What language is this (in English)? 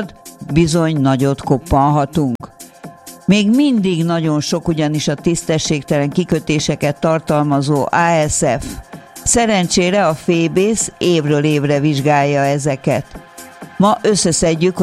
Hungarian